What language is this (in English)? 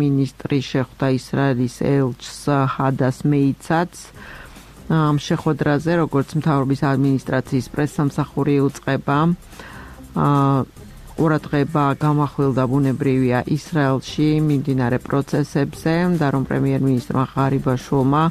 Georgian